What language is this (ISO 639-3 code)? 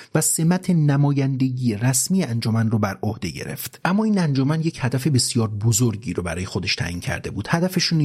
fas